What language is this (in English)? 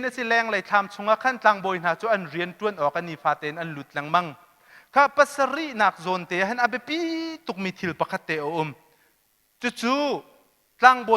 Hakha Chin